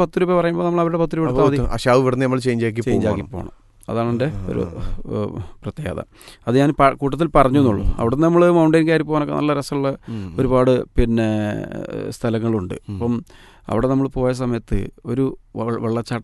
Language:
Malayalam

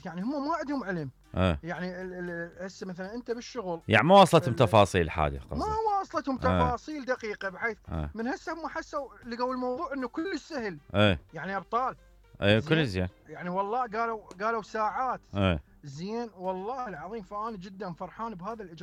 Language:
Mesopotamian Arabic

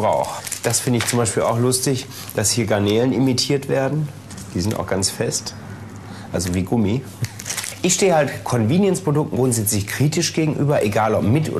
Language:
German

